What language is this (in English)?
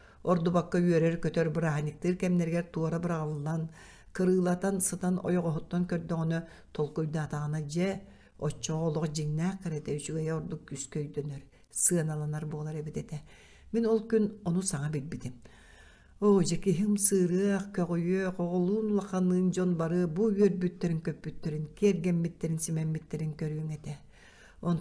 Yakut